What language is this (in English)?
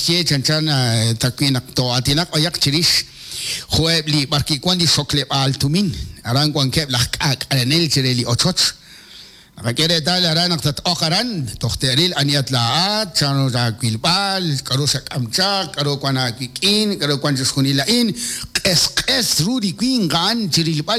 Kekchí